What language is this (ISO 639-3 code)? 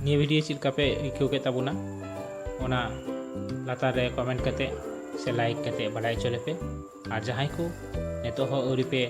sat